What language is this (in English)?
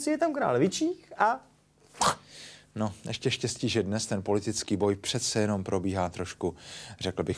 Czech